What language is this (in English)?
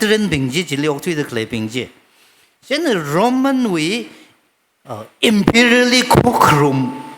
Tangkhul Naga (India)